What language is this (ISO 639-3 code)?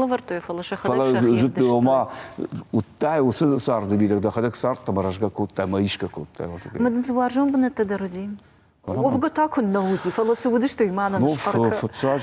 oss